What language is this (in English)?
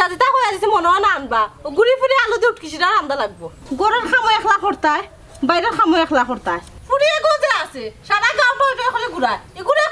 Sylheti